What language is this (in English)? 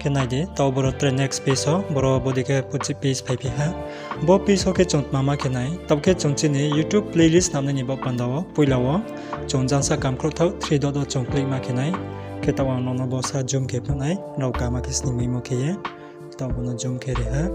Riang (India)